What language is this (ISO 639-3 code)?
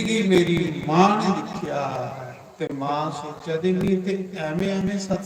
doi